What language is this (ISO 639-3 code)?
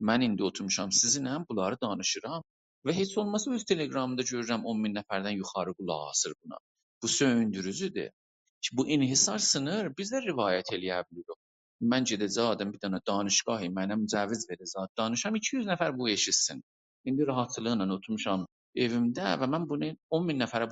azb